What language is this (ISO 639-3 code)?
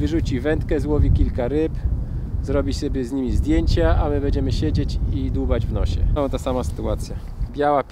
pol